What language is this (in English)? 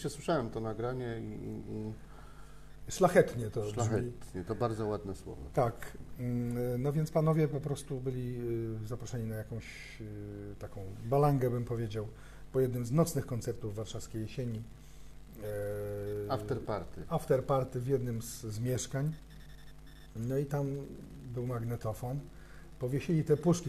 Polish